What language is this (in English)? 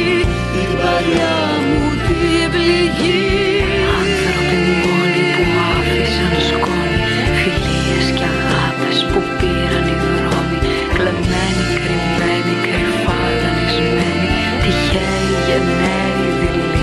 Greek